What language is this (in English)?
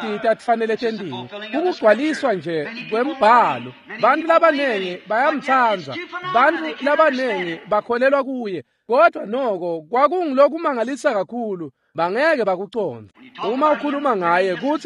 Swati